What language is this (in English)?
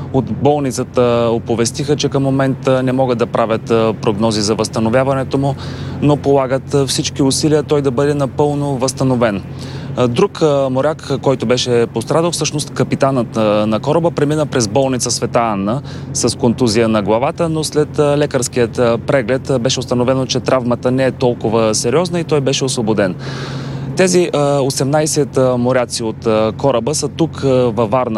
Bulgarian